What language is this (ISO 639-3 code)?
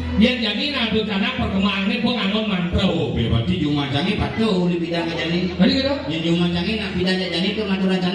ban